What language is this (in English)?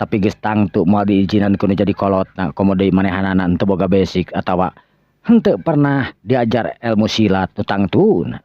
Sundanese